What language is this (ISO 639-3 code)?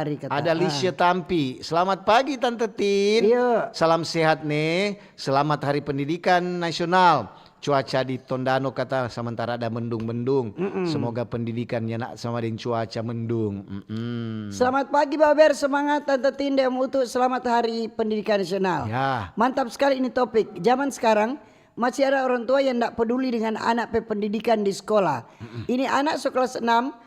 xmm